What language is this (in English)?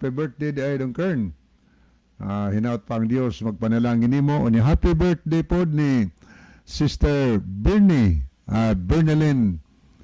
Cebuano